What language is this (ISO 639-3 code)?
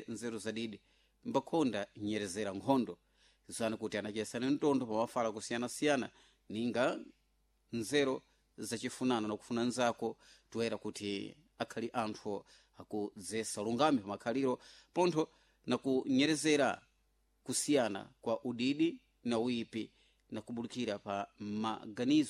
seh